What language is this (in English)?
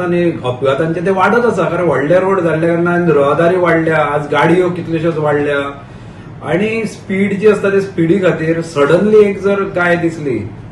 Konkani